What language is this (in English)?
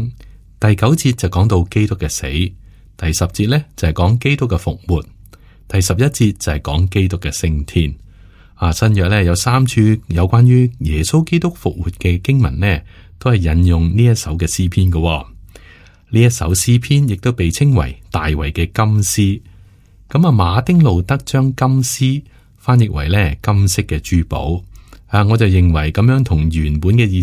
Cantonese